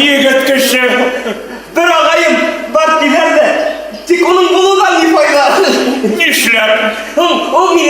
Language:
Bashkir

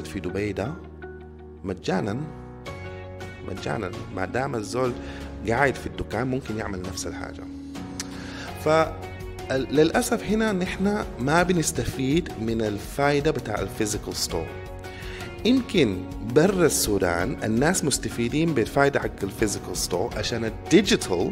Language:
Sudanese Arabic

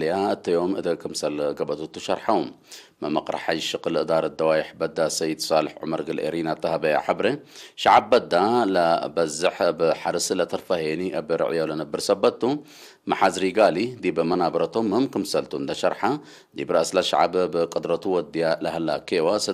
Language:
Tigre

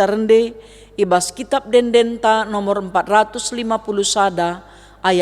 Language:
Batak Karo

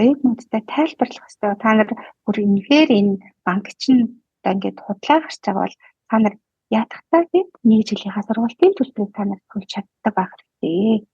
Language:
Mongolian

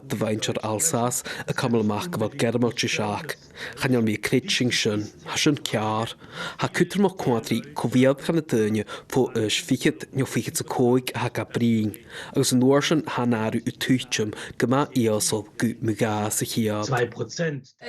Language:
Scottish Gaelic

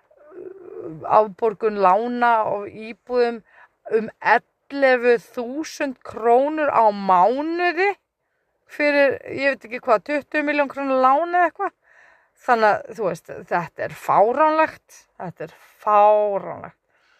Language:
Icelandic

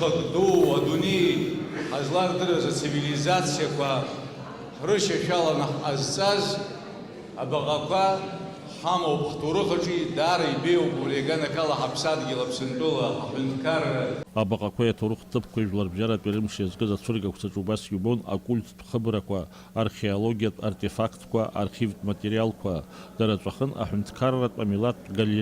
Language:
Abkhazian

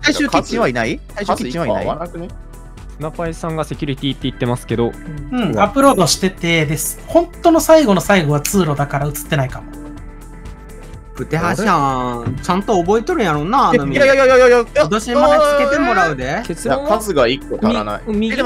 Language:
Japanese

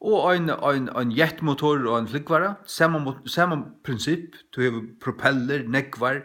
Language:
Faroese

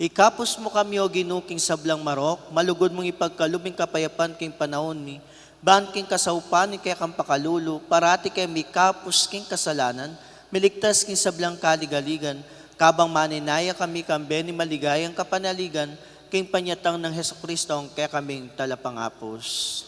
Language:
Pampanga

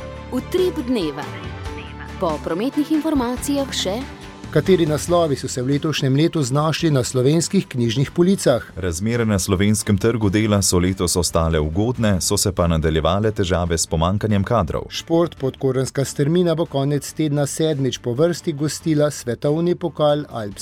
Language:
Slovenian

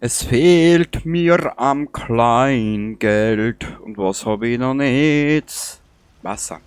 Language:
Bavarian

